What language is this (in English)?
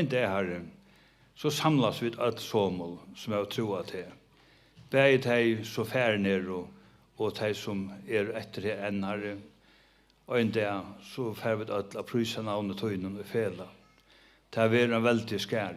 Faroese